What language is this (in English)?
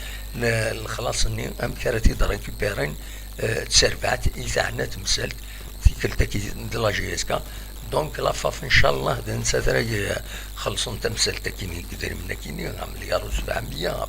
Kabyle